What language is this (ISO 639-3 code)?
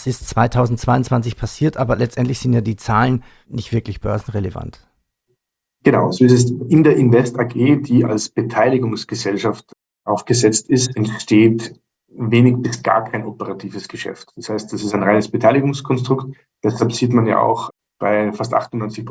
deu